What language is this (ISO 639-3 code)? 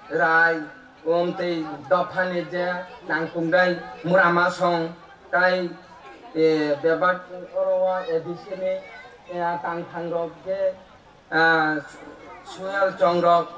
trp